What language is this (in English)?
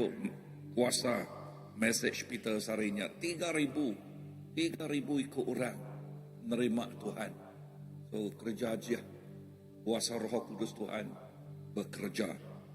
Iban